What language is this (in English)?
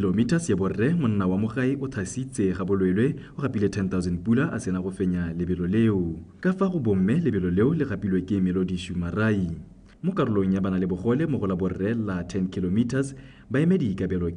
Tswana